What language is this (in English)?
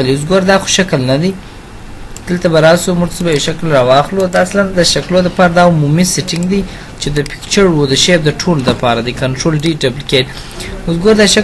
Pashto